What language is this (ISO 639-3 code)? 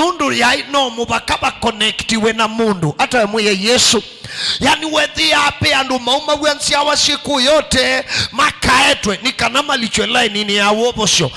kam